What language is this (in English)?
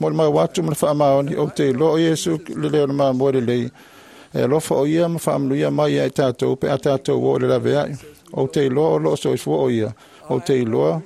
Samoan